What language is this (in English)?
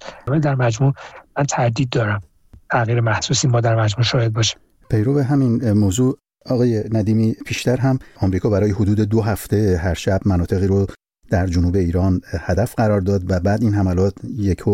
Persian